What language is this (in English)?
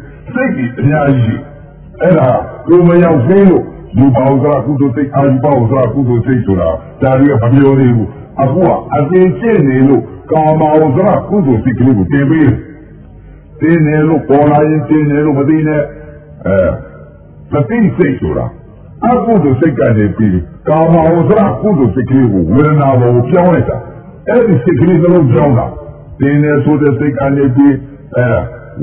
Burmese